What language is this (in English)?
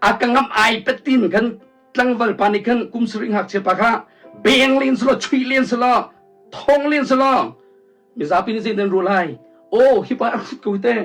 Hakha Chin